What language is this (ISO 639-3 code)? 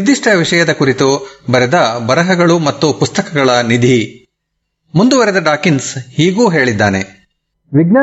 kan